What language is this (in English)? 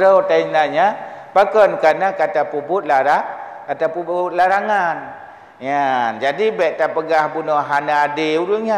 Achinese